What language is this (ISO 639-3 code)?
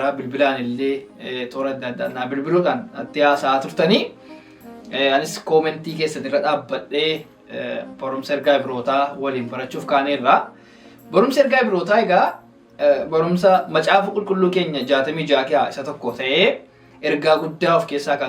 orm